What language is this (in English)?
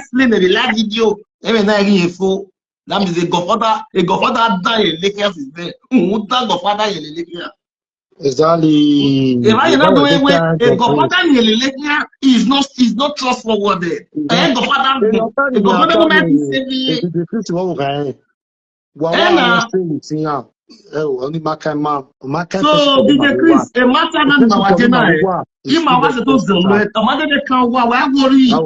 Nigerian Pidgin